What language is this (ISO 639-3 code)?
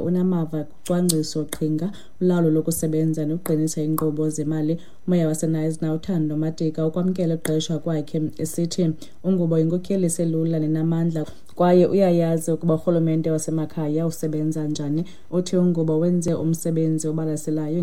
xho